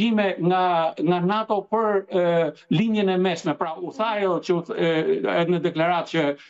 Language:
Albanian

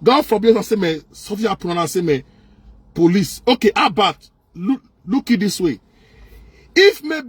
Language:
Nigerian Pidgin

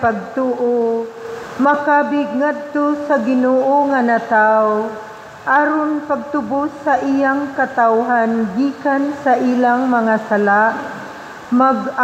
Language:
Cebuano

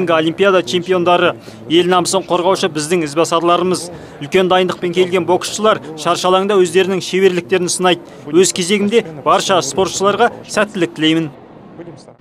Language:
Kazakh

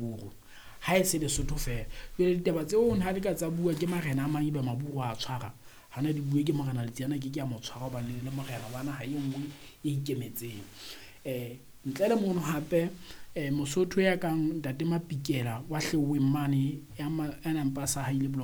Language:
Southern Sotho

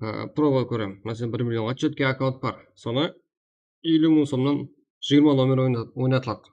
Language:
Kara-Kalpak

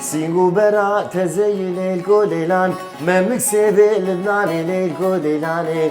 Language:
Kurdish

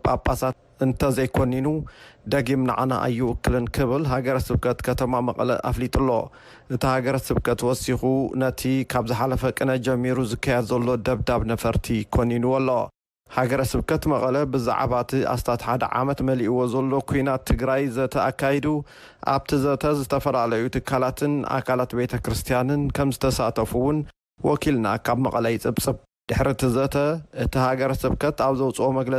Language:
Tigrinya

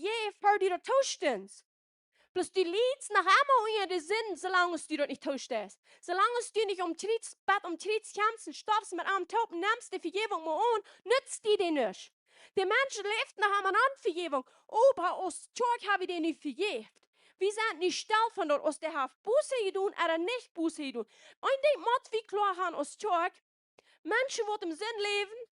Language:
Plautdietsch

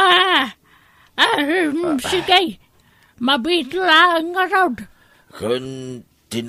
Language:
Iloko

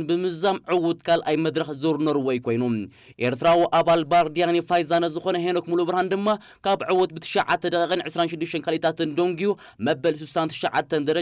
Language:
Tigrinya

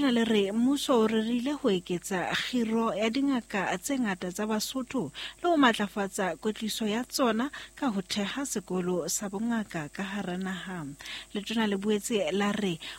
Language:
Southern Sotho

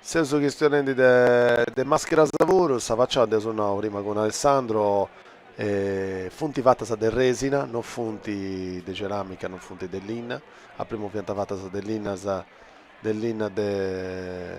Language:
Sardinian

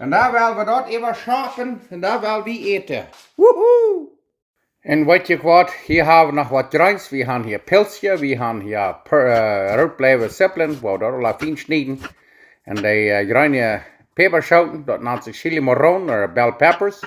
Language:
Plautdietsch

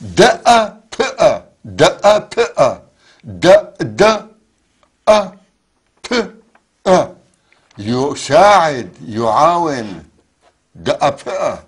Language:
North Levantine Arabic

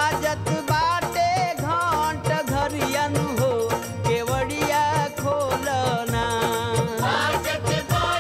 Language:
Bhojpuri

